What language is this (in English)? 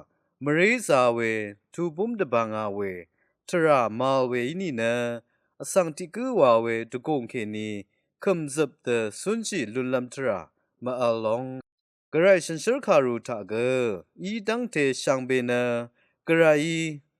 Rawang